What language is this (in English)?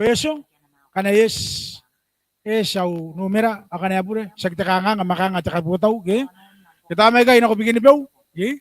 Gilbertese